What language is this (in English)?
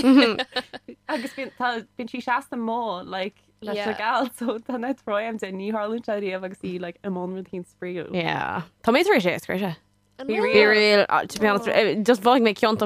Irish